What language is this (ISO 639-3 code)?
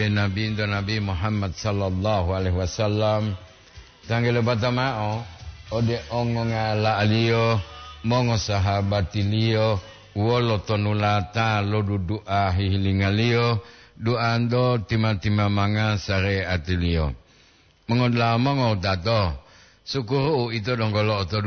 gor